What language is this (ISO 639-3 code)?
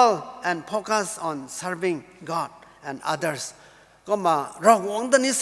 nbu